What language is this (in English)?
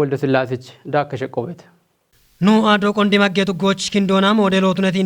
Kafa